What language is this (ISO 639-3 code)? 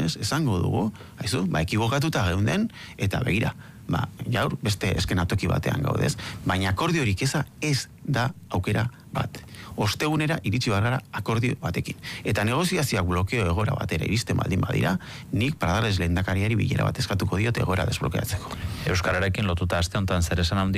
eus